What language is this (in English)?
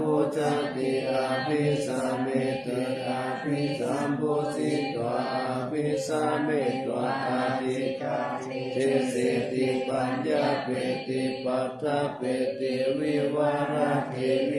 Pali